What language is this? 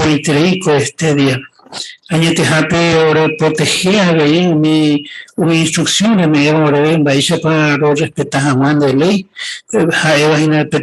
Guarani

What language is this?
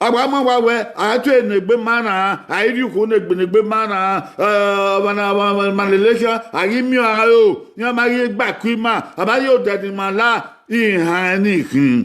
Bini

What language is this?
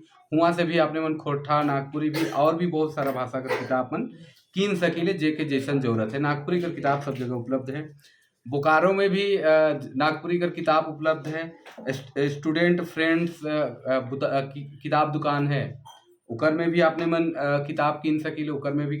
Sadri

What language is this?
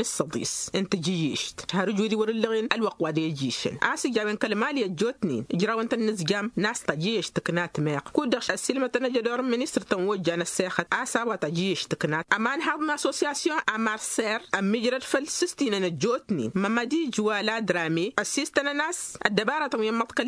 Tamasheq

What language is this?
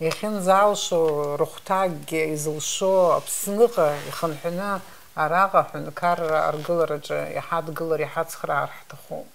Abkhazian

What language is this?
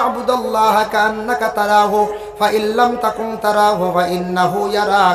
Sylheti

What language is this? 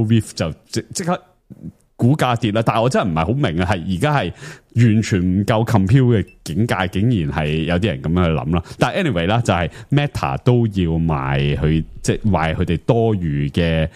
Cantonese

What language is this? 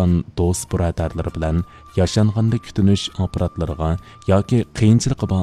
Uyghur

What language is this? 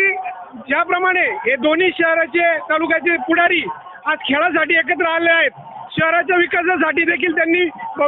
Marathi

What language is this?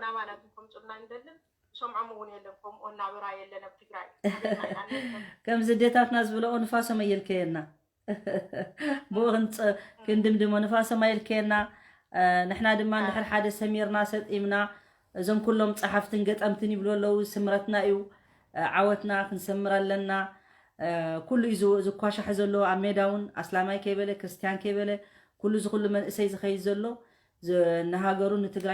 Tigrinya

